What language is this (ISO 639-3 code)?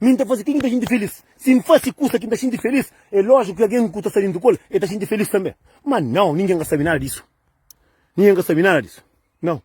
kea